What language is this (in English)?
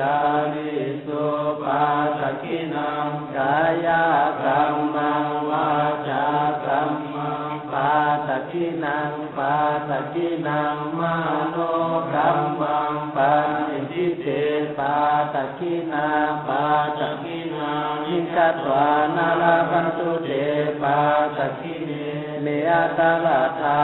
Pali